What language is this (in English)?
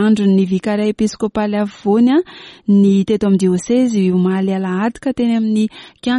Malagasy